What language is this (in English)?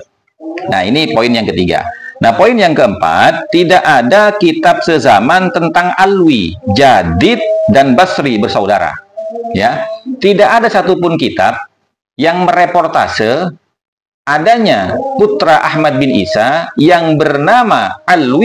Indonesian